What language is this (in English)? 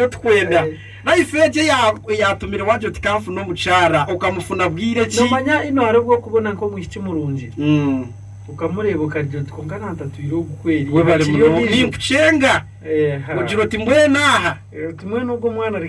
Nyankole